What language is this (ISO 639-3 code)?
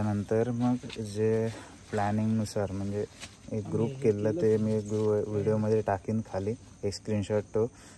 mar